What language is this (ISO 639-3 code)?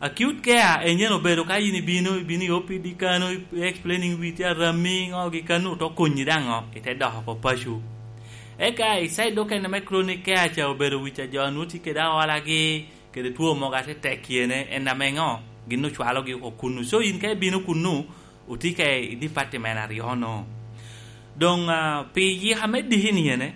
laj